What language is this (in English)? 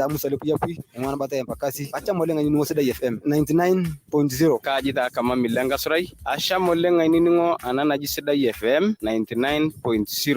Masai